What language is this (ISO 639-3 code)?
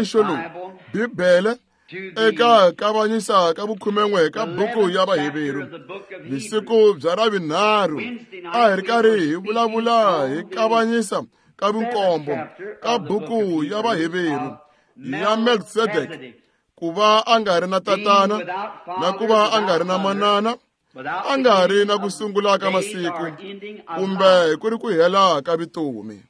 tso